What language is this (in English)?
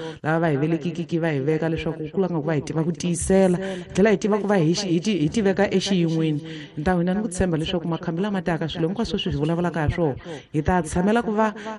Tsonga